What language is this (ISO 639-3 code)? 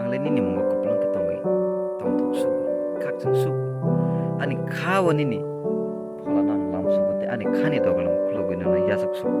trp